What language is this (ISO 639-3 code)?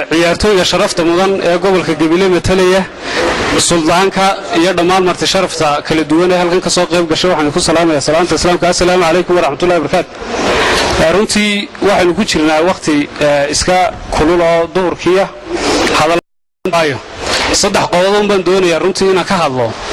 som